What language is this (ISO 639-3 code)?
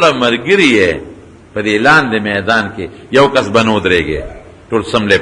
pus